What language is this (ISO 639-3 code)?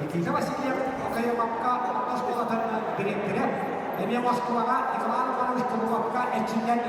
sah